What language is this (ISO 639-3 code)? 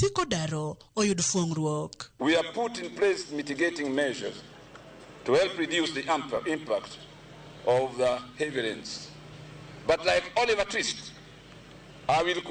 luo